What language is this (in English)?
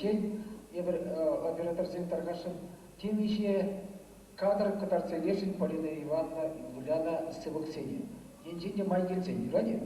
Chuvash